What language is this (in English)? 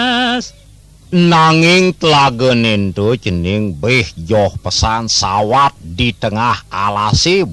Balinese